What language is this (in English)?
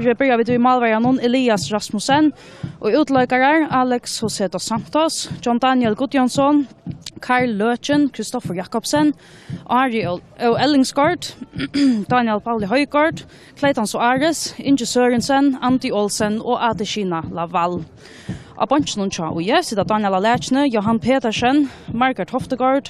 Faroese